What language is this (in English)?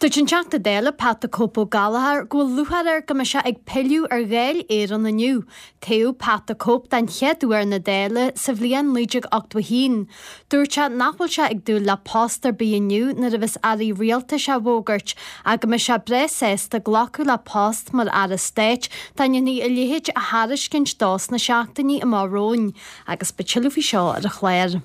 Irish